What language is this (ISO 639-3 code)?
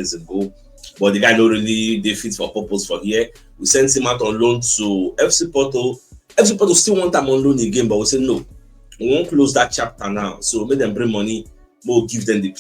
pcm